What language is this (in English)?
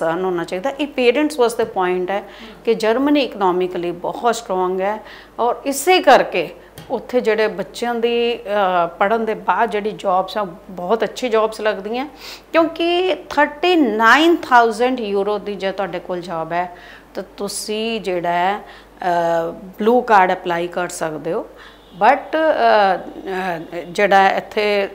Punjabi